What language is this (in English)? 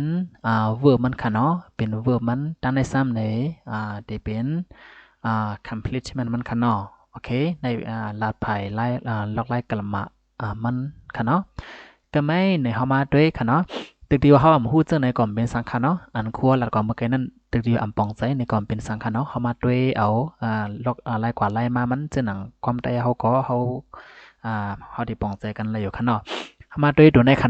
Shan